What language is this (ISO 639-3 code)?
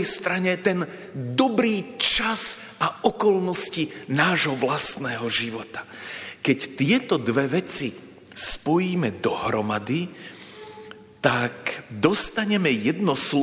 slk